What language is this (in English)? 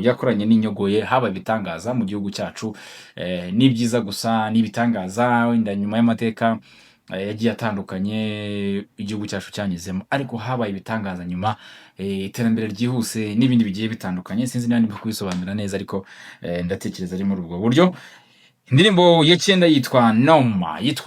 Kinyarwanda